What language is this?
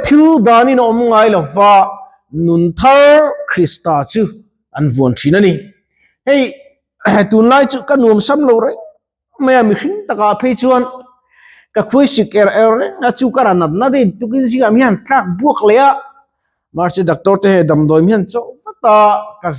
Mizo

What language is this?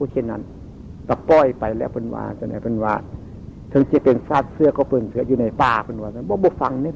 Northeastern Thai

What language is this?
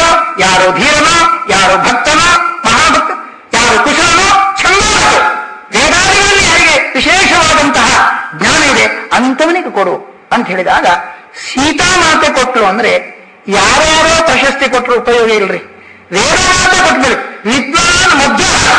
Kannada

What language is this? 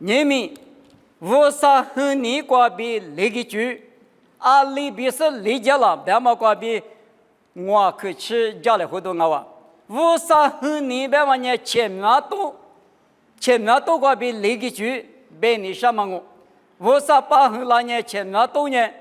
Lisu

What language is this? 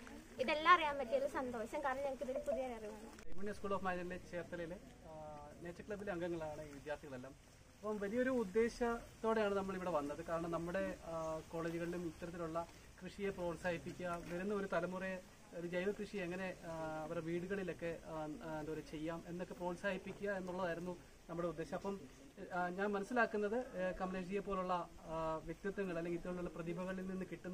Malayalam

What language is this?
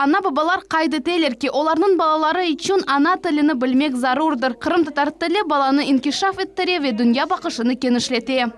Crimean Tatar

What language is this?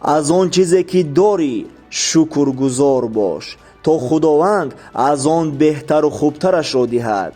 Tajik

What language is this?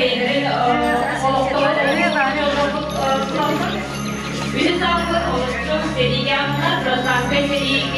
Yakut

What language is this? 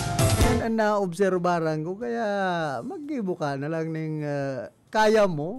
Bikol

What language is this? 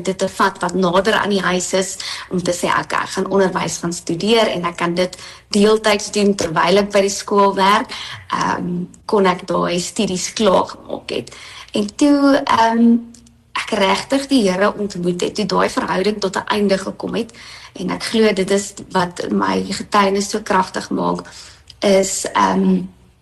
Afrikaans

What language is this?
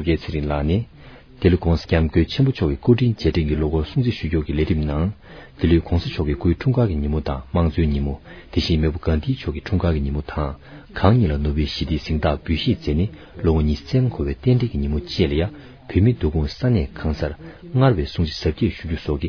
Tibetan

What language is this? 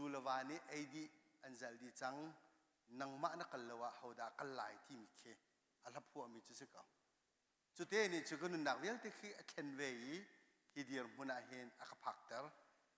Hakha Chin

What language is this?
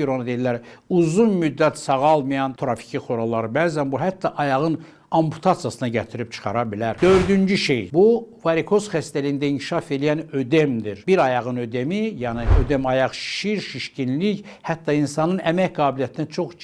Azerbaijani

